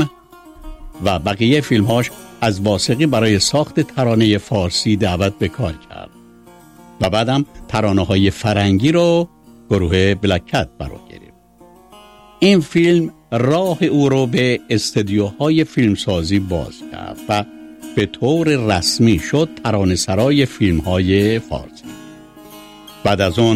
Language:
Persian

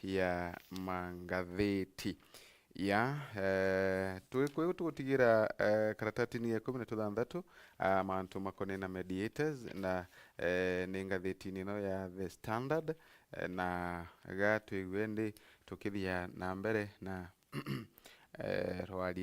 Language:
Meru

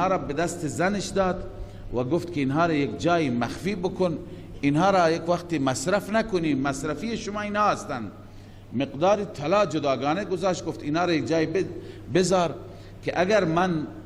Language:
Persian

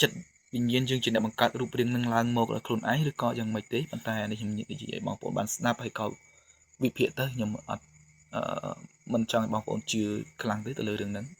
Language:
Khmer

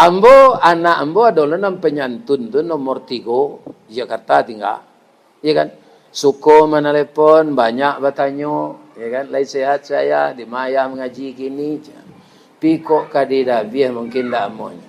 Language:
Minangkabau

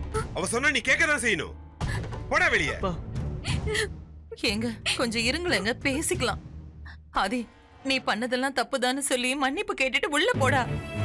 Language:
Tamil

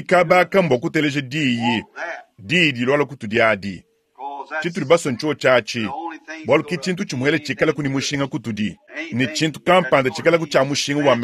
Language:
Luba-Lulua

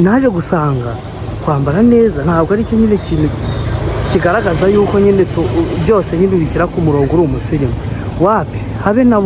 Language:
Kinyarwanda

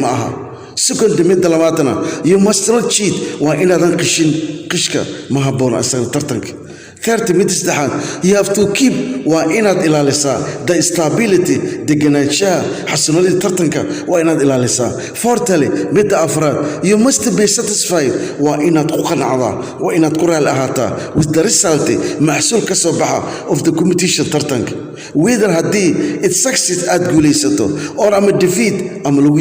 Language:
Somali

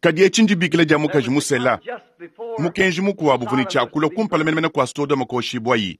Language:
Luba-Lulua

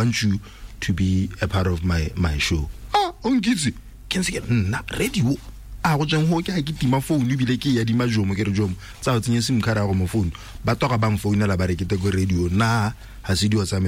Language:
Tswana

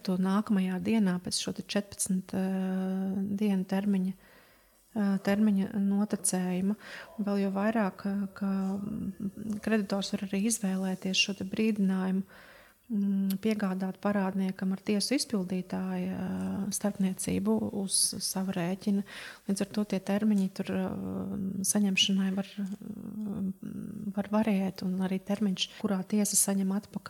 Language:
Latvian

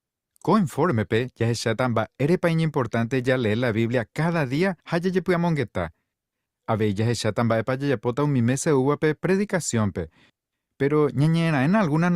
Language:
Guarani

